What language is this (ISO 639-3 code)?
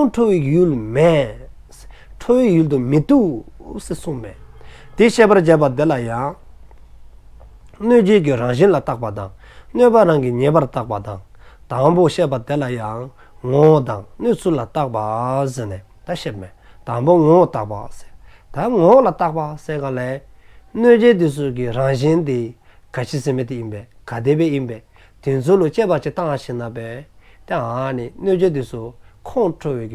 dzo